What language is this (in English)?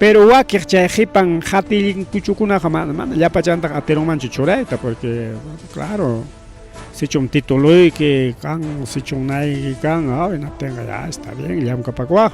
Ayacucho Quechua